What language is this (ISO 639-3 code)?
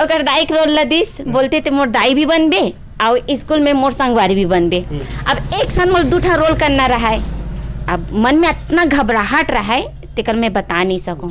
hne